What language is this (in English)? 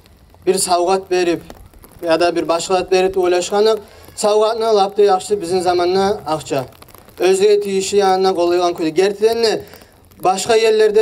Kumyk